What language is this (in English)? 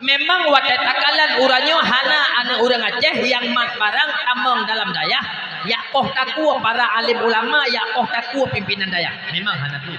Achinese